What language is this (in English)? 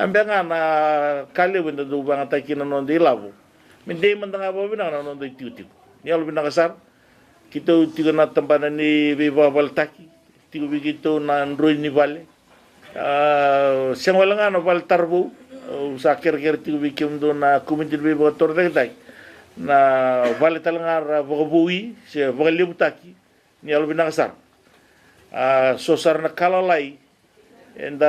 Fijian